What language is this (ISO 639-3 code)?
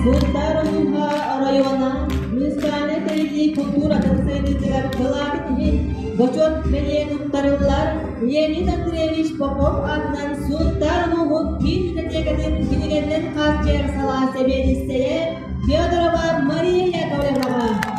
sah